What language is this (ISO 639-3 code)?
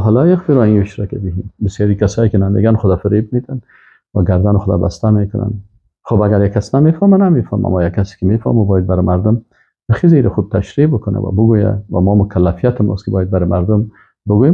fas